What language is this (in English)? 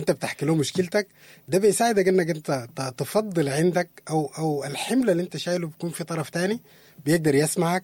Sudanese Arabic